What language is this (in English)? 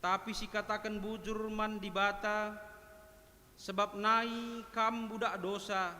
Batak Karo